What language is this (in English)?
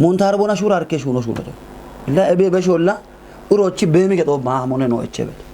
Kafa